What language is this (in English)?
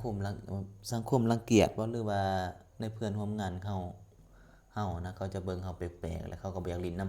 Lao